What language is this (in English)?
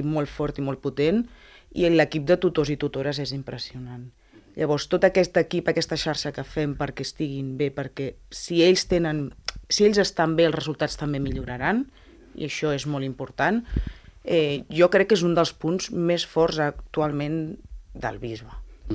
Catalan